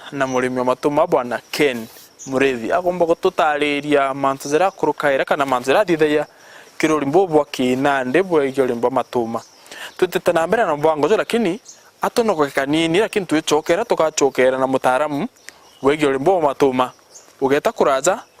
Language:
Meru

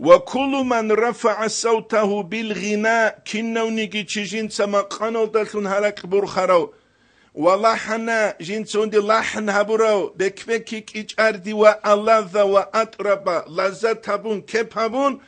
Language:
Avaric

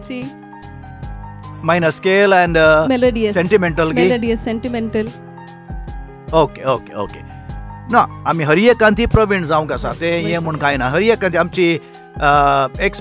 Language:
Konkani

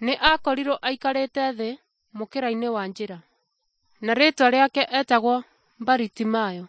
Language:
Kikuyu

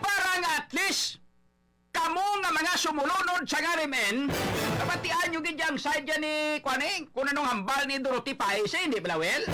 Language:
Hiligaynon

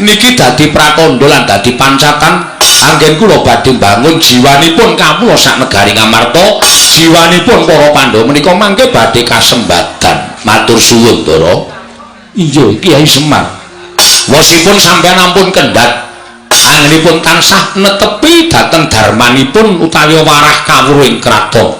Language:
Javanese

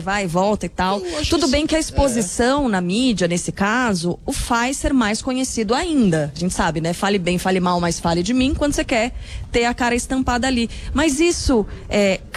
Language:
Portuguese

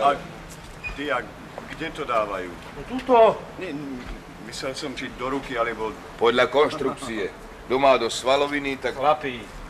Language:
Slovak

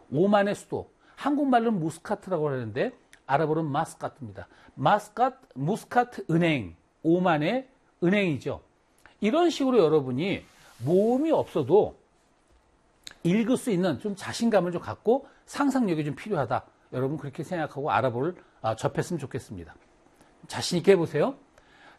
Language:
Korean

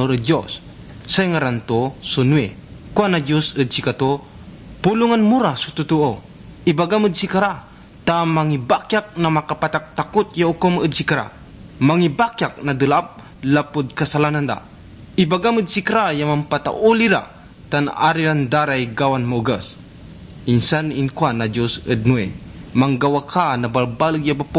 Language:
Pangasinan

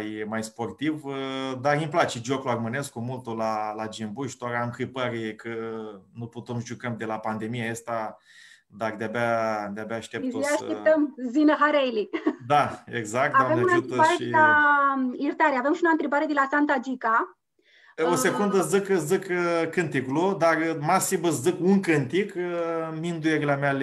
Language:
Aromanian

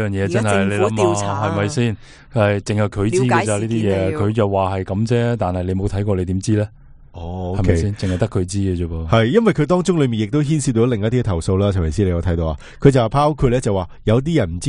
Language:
Cantonese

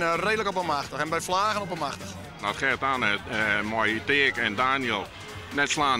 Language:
Western Frisian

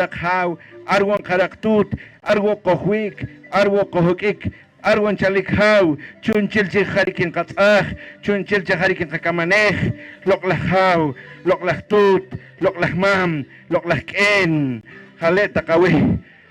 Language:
Poqomchi'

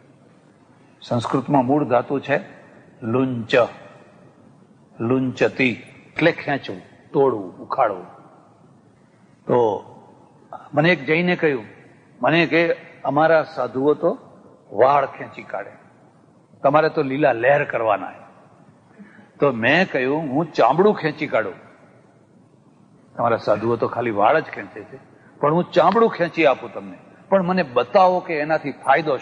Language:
Gujarati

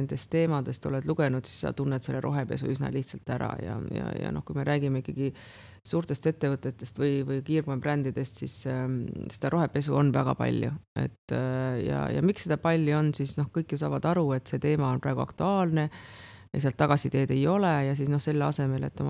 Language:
Estonian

